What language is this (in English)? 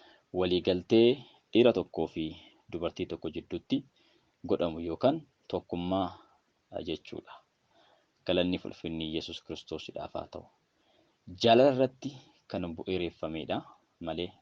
Oromo